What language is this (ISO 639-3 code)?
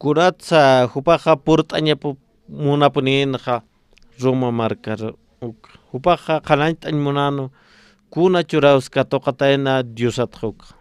aym